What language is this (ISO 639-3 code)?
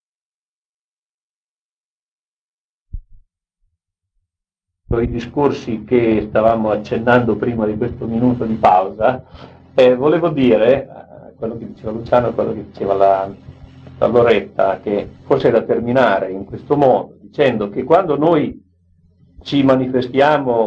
ita